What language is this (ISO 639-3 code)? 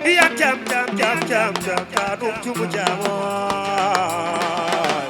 ful